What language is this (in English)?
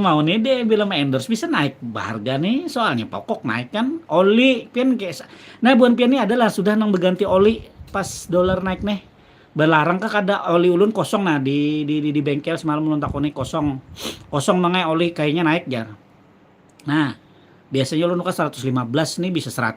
Banjar